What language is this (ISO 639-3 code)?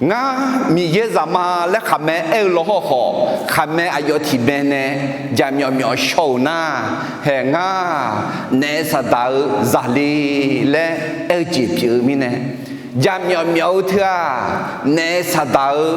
ahk